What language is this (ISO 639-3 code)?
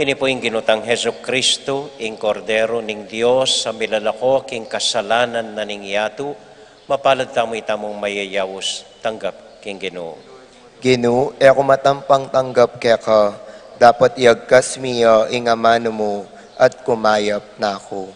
pam